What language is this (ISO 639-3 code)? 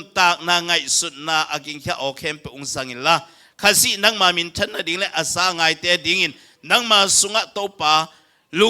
ctd